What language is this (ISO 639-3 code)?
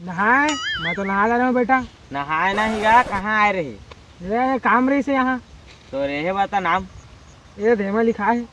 hne